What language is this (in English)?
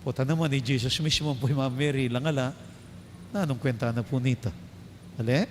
Pampanga